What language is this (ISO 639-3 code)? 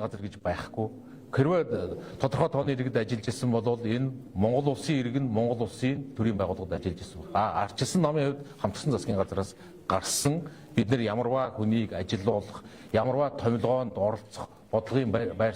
mon